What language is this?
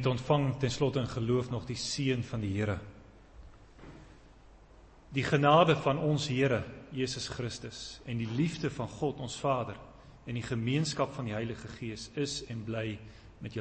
Afrikaans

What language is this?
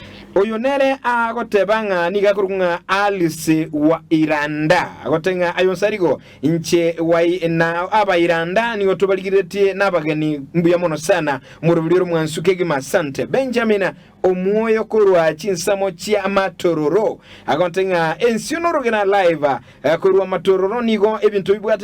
Gusii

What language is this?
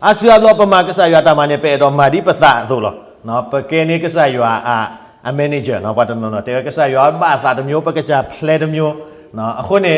S'gaw Karen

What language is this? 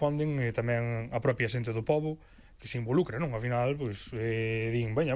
Galician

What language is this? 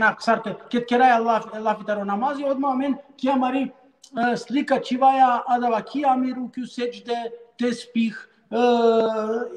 Balkan Romani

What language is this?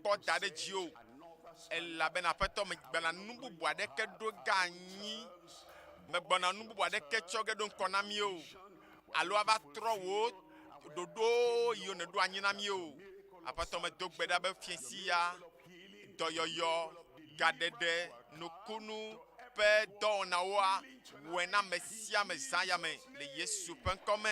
Ewe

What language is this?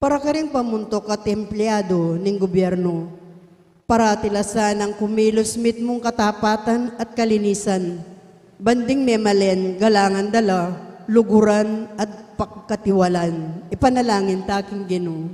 Pampanga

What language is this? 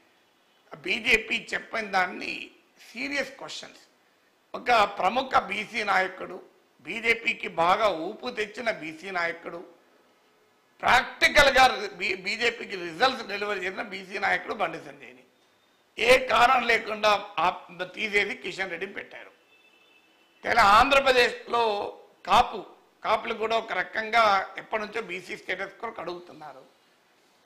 Telugu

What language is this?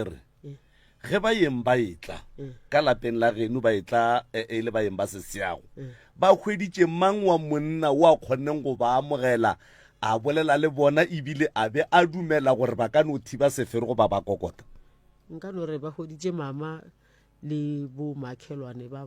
Northern Sotho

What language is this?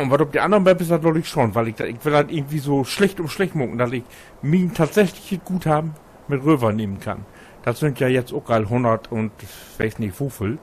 Low German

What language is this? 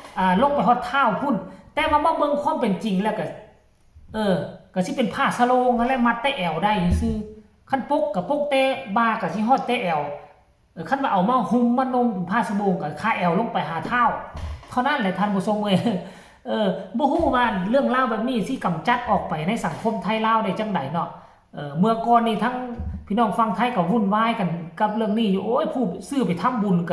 Northeastern Thai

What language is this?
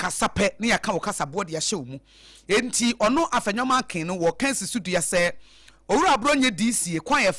Akan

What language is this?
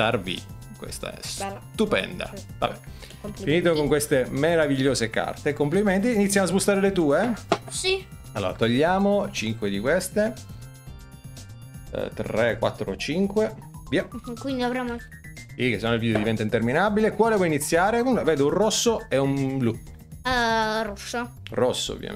Italian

